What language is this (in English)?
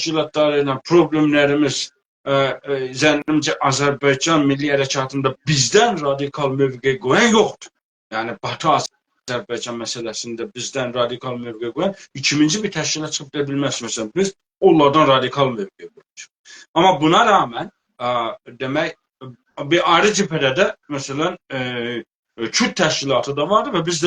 South Azerbaijani